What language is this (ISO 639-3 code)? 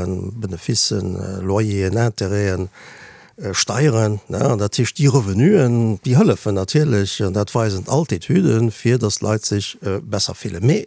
ltz